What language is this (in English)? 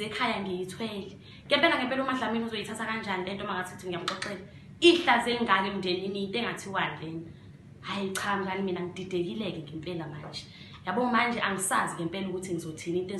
Zulu